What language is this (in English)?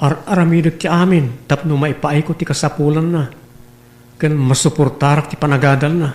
Iloko